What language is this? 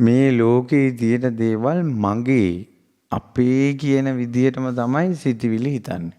Sinhala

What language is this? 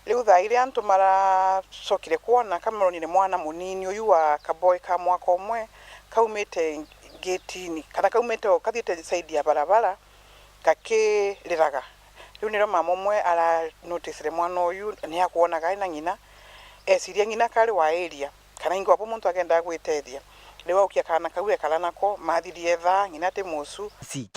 Meru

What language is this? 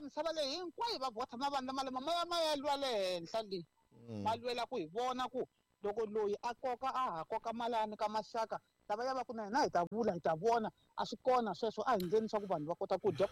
Tsonga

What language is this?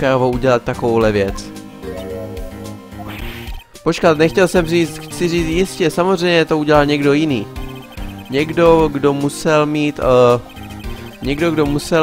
Czech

